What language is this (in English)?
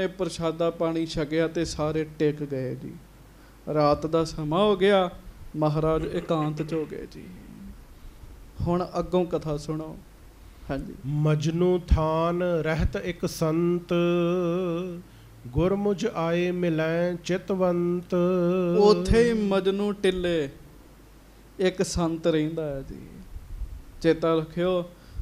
Punjabi